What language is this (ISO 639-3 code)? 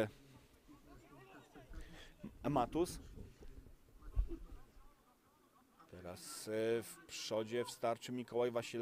pol